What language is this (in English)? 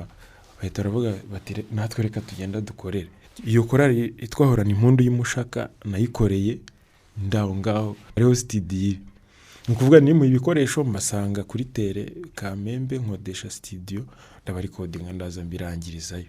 Kinyarwanda